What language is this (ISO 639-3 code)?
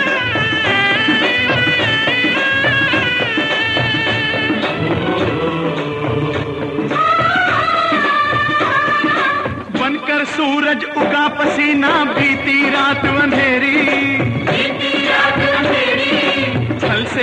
hin